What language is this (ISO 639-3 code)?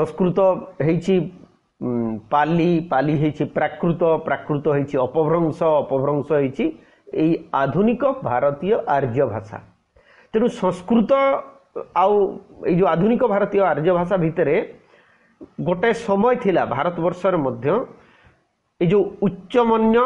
ori